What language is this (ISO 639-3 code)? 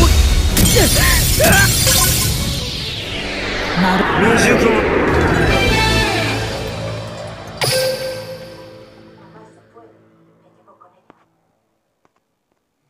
jpn